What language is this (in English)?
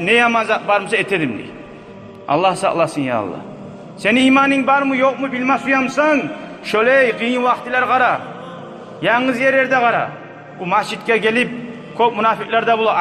Kumyk